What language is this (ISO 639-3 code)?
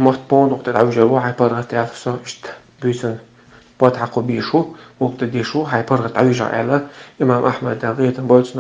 che